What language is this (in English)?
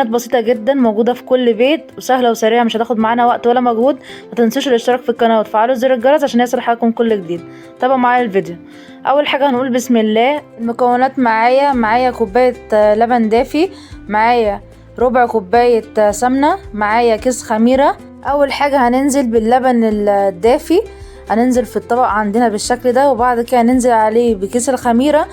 Egyptian Arabic